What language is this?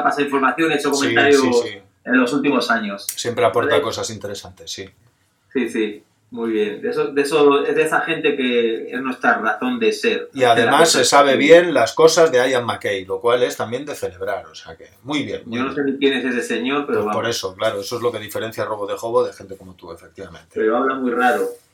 Spanish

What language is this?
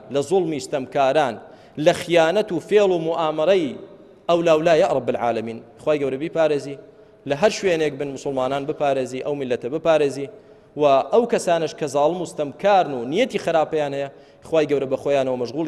Central Kurdish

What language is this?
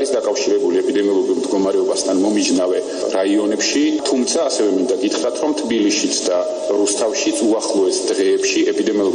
Georgian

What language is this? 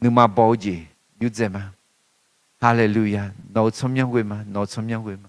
Akha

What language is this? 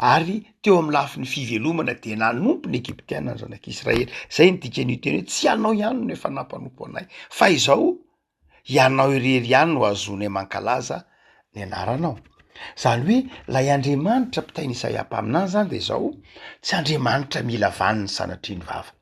Malagasy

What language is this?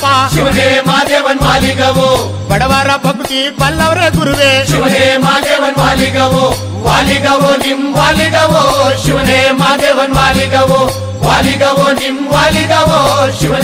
Kannada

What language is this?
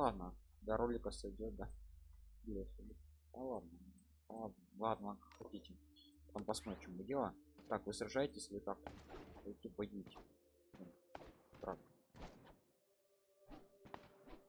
Russian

